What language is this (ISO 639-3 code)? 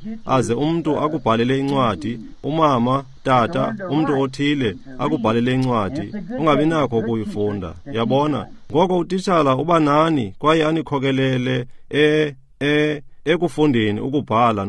xho